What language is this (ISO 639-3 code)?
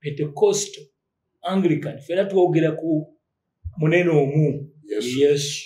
lug